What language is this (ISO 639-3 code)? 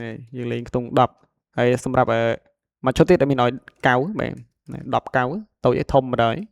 khm